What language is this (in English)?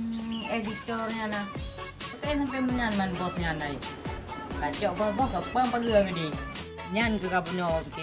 Achinese